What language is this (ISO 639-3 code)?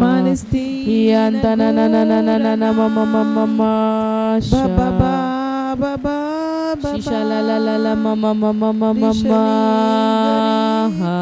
kdh